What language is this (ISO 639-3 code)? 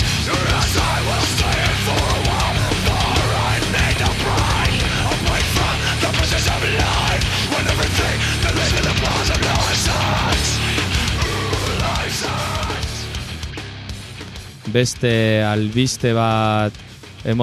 eus